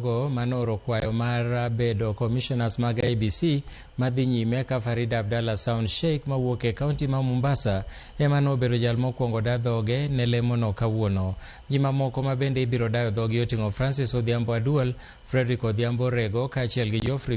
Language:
Luo (Kenya and Tanzania)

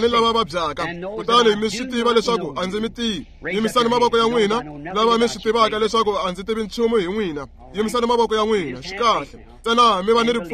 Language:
Tsonga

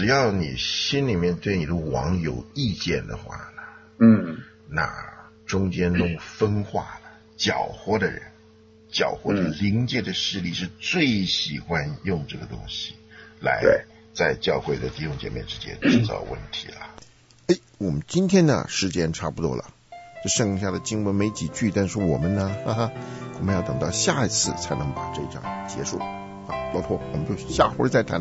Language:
Chinese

